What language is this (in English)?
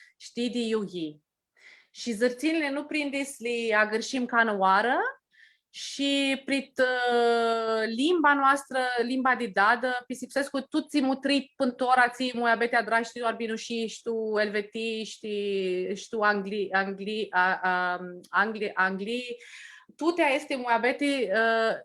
Aromanian